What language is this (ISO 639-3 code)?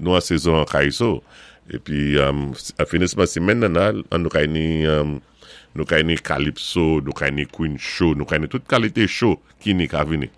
acf